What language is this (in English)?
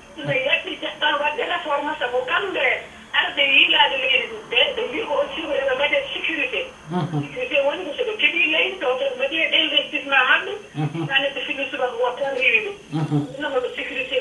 Fula